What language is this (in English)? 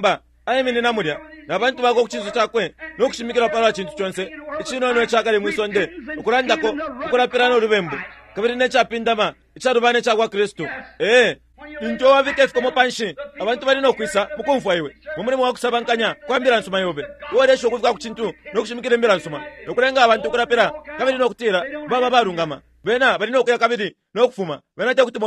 Bemba